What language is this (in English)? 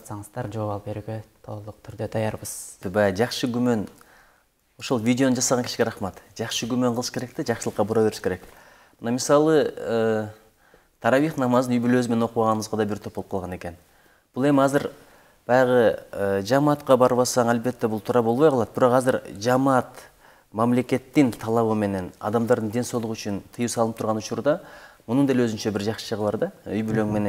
Kyrgyz